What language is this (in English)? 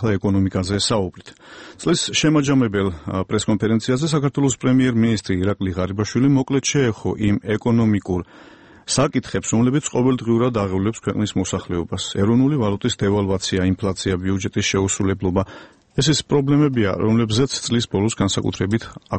Georgian